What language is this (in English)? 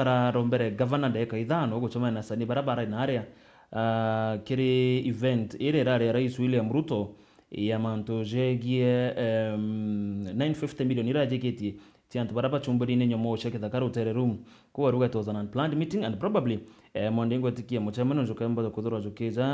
Meru